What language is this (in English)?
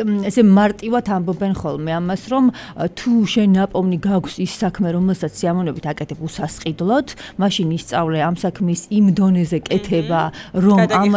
Georgian